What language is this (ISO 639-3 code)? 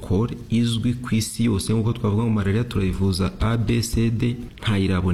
kin